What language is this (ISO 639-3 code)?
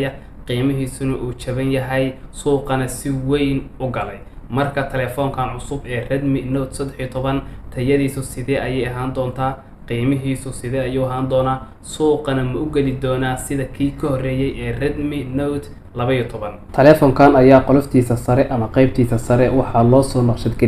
som